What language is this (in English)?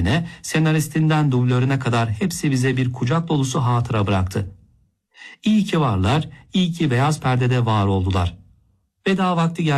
Turkish